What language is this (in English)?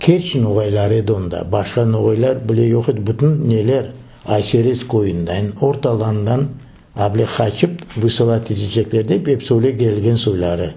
Crimean Tatar